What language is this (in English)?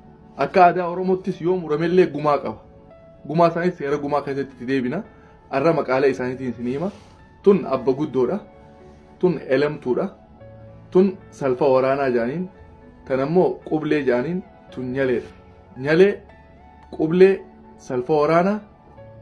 Oromo